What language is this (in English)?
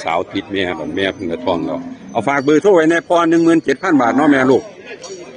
Northeastern Thai